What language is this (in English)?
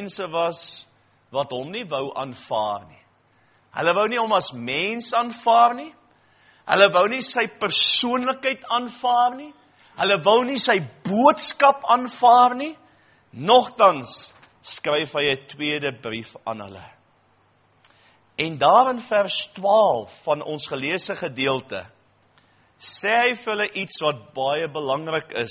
Afrikaans